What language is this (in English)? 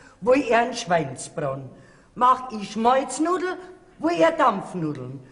Bavarian